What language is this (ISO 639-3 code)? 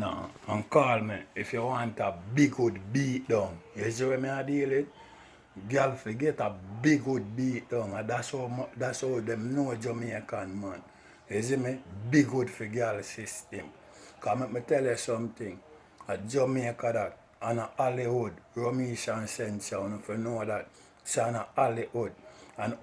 jam